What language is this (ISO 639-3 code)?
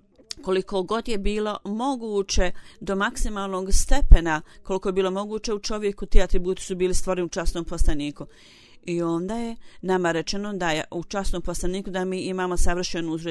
bos